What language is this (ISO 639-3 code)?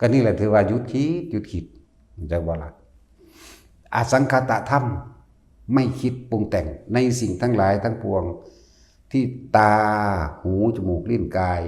tts